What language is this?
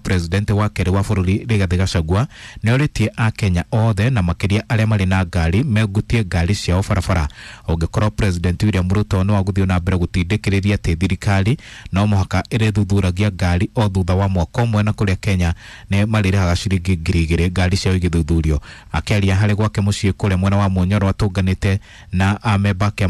Kikuyu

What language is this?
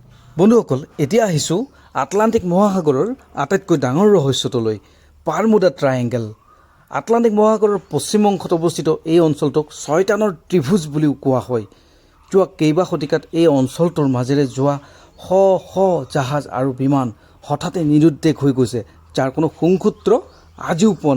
Assamese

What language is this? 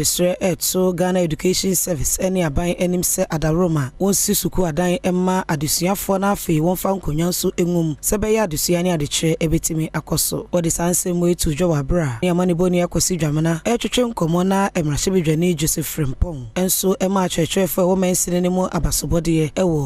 Akan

